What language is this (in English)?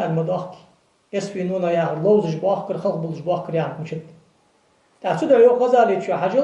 Ingush